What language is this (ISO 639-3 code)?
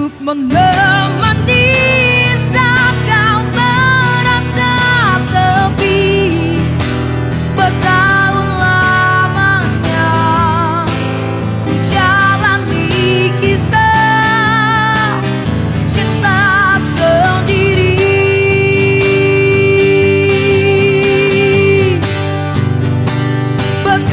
ind